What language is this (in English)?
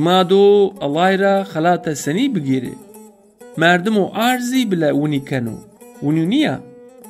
Zaza